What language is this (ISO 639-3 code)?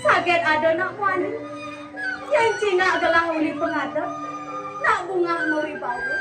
ban